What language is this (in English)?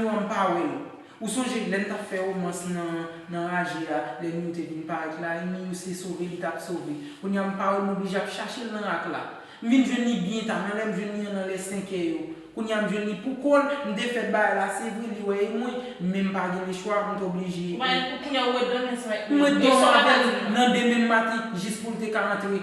Haitian Creole